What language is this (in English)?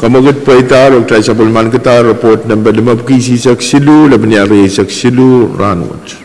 Pohnpeian